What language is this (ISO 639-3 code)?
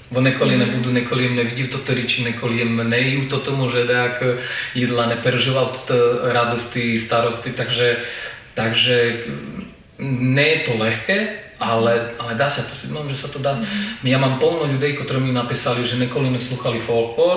rue